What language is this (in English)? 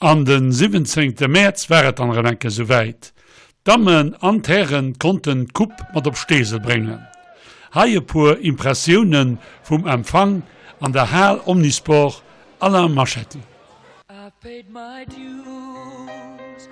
Luxembourgish